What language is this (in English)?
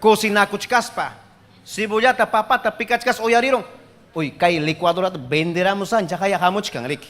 Ayacucho Quechua